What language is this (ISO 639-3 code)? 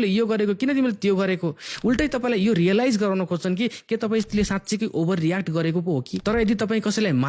nep